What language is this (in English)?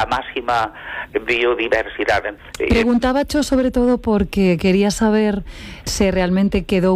Galician